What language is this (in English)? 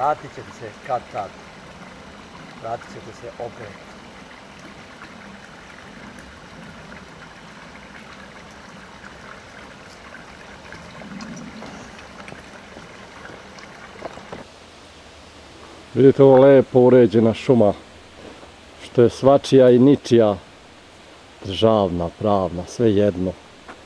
Croatian